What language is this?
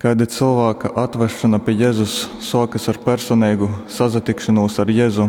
Latgalian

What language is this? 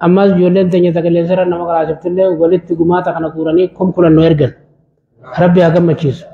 Oromo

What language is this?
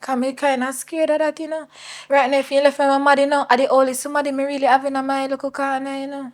Jamaican Creole English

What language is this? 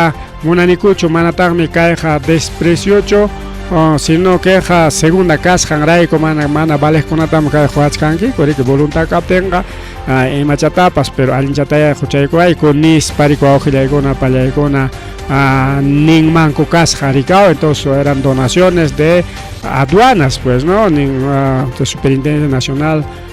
Ayacucho Quechua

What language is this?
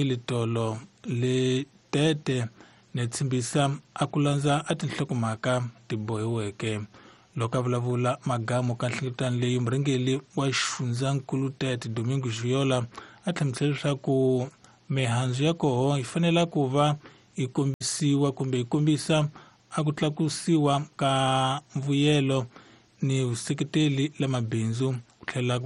Tsonga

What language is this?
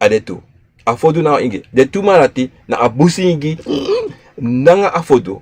Sranan Tongo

